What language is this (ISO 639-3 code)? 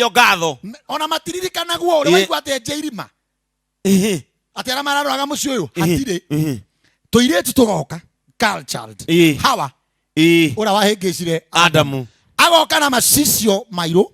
kik